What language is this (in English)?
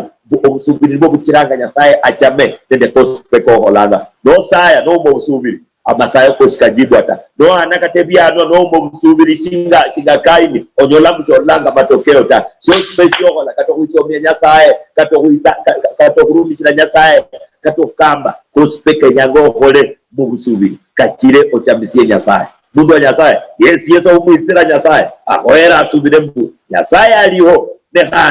Luyia